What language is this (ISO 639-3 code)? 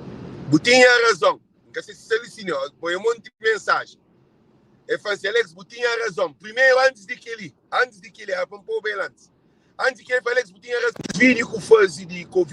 kea